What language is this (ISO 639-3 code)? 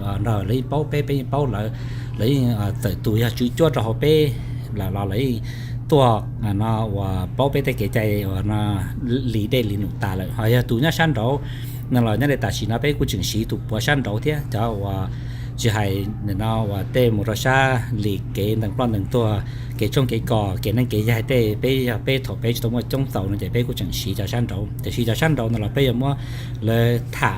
hmn